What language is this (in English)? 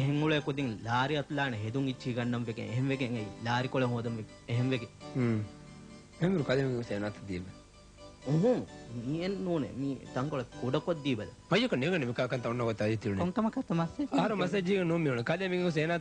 Divehi